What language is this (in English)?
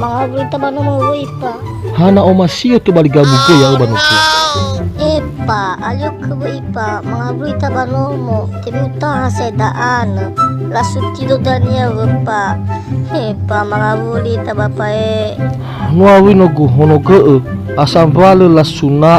Nias